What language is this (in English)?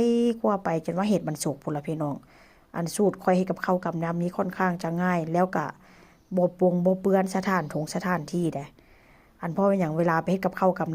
Northeastern Thai